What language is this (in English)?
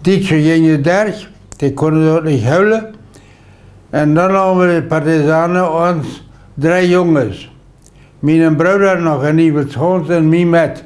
Plautdietsch